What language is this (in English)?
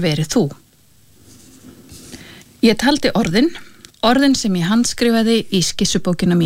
Icelandic